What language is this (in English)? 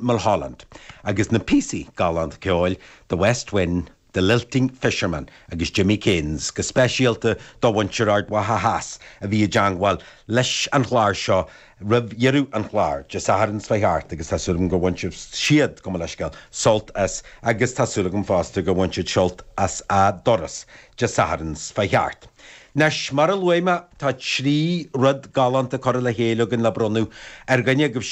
Irish